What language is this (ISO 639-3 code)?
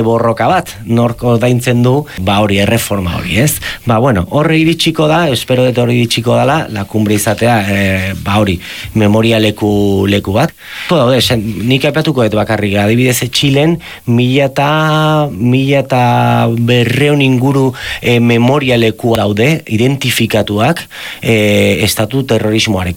eus